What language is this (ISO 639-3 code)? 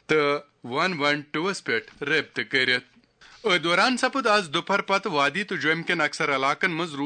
kas